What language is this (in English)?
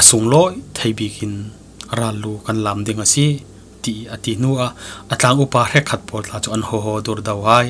Falam Chin